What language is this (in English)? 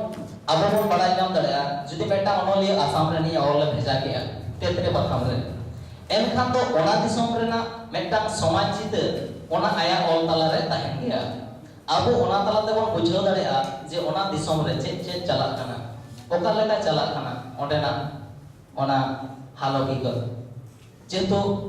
Santali